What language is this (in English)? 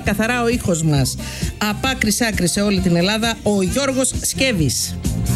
Greek